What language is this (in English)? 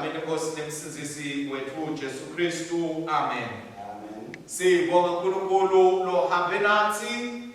Swati